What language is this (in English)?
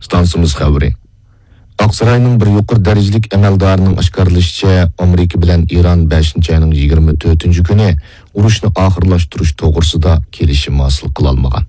Uyghur